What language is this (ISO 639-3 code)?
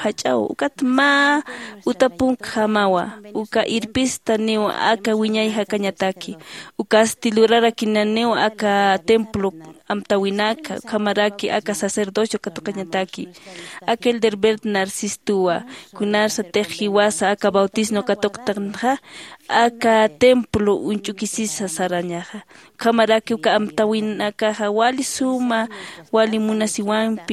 aym